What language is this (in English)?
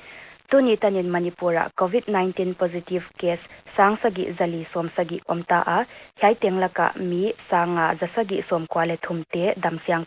Paite Chin